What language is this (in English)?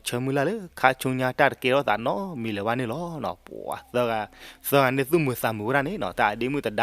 S'gaw Karen